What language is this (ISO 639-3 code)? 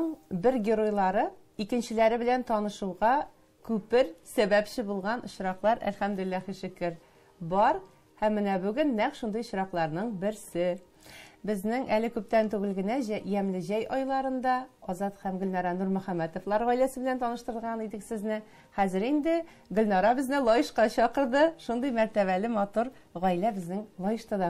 tat